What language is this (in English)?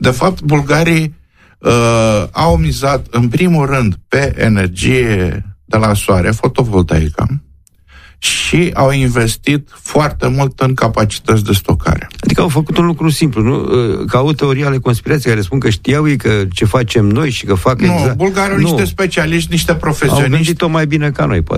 Romanian